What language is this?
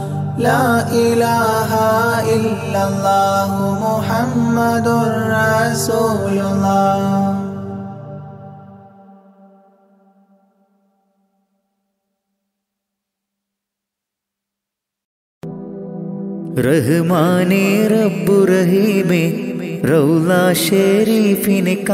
Malayalam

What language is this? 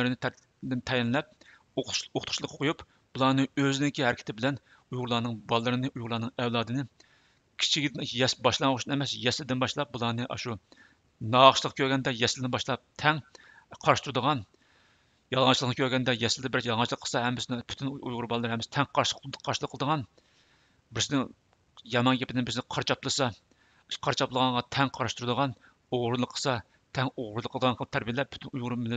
Uyghur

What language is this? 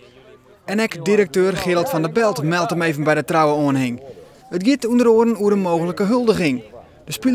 Western Frisian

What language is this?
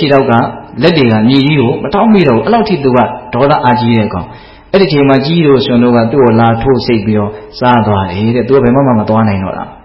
Burmese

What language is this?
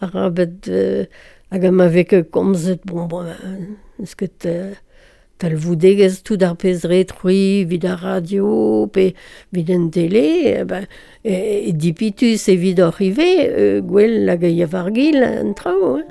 Breton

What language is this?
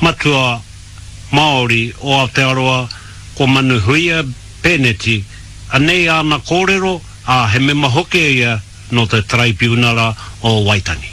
Māori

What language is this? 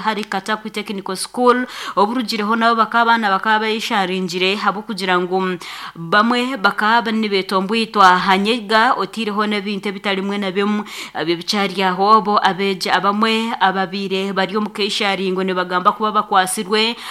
Nyankole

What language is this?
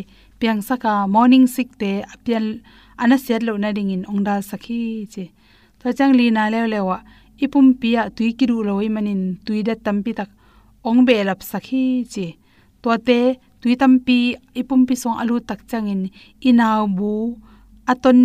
Tedim Chin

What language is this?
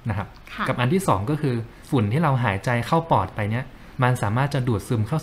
Thai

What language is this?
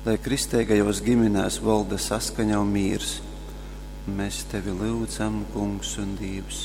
Latgalian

